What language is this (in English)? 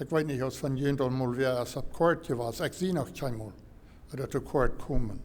Plautdietsch